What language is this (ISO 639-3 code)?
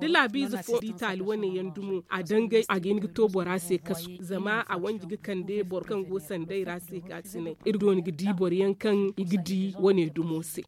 dje